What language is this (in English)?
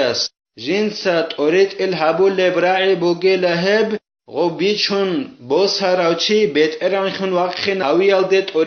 Avaric